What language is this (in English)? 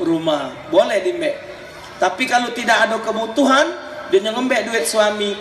Musi